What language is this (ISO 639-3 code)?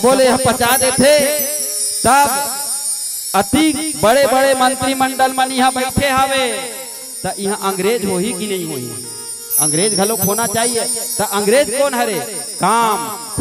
hne